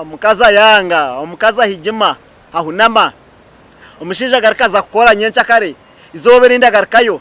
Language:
Nyankole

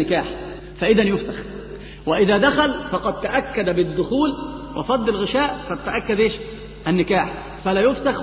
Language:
Arabic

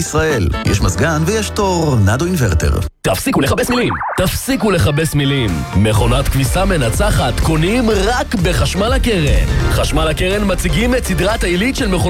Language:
Hebrew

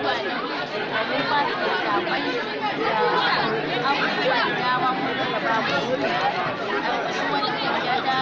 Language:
Hausa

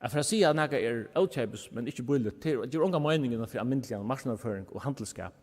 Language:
Faroese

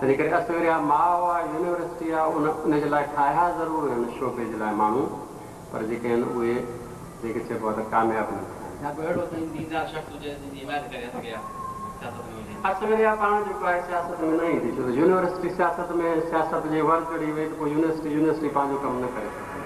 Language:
Sindhi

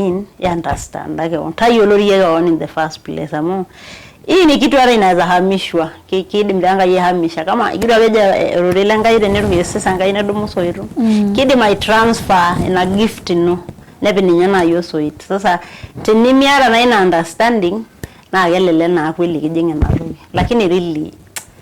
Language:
Masai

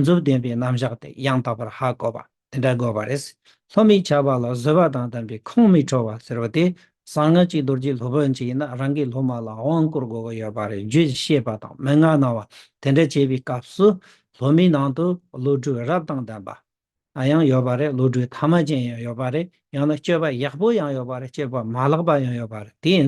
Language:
Tibetan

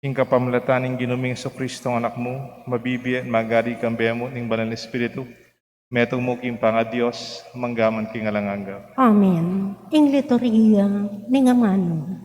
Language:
Pampanga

